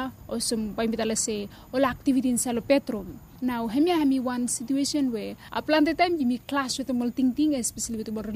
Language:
Bislama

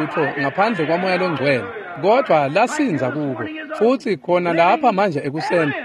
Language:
Swati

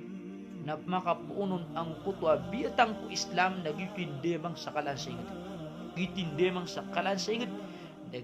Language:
Maranao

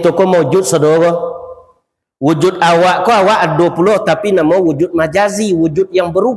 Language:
Minangkabau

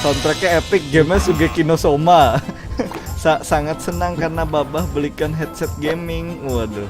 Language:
Banjar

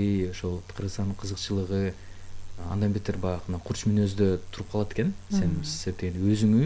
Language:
Kyrgyz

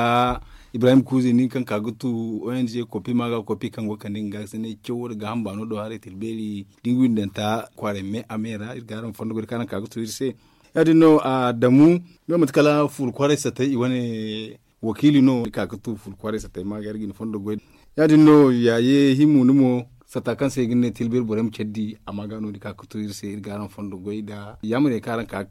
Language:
Zarma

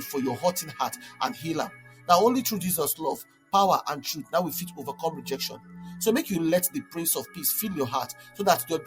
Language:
Nigerian Pidgin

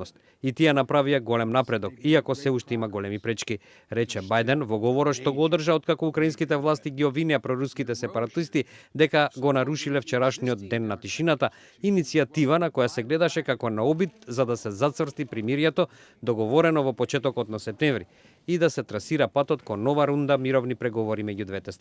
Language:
Macedonian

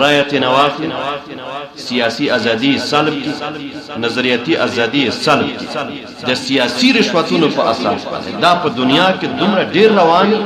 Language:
Pashto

